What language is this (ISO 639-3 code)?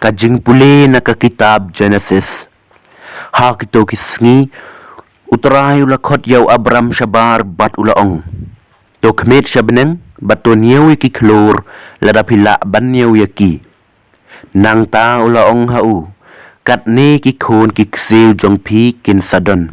kha